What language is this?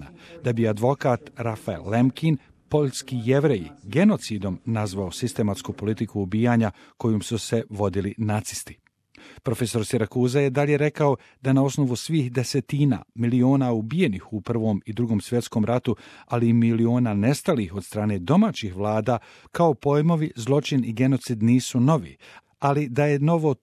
Bosnian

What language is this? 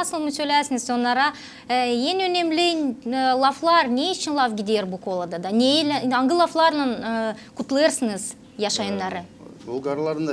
Gagauz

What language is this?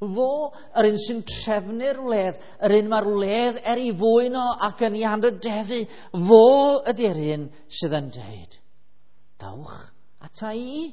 Welsh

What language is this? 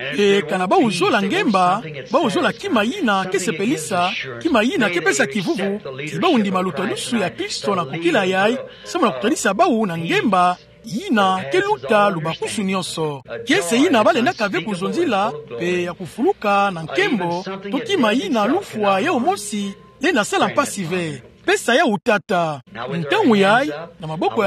Kituba (Democratic Republic of Congo)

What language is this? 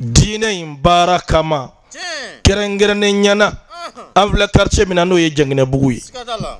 Bambara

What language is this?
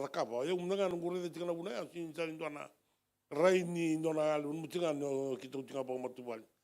Fijian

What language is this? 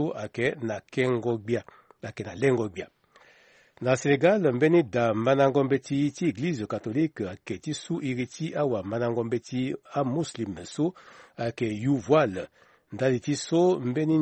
Sango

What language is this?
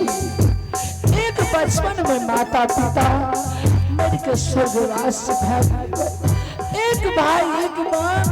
Angika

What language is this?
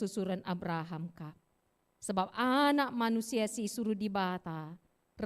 Batak Karo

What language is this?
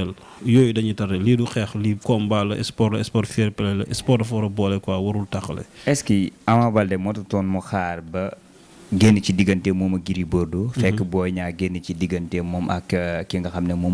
Wolof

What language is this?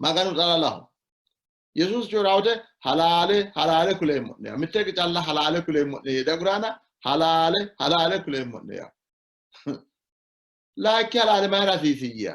Sidamo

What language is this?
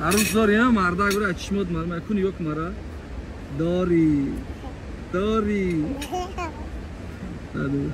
Tajik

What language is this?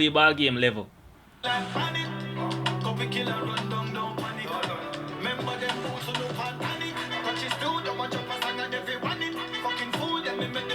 Jamaican Creole English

